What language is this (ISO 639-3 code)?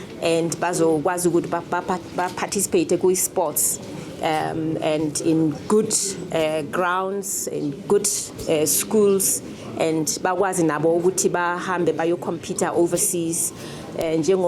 zul